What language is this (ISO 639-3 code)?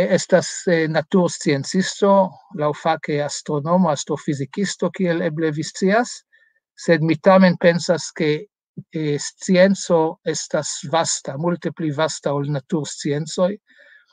epo